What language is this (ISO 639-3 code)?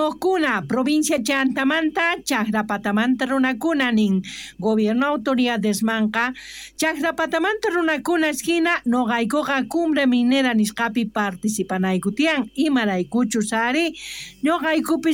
quh